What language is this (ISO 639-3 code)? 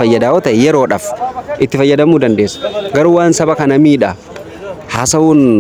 orm